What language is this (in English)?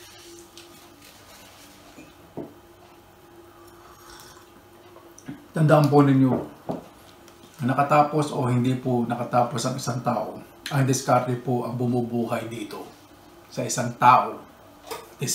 Filipino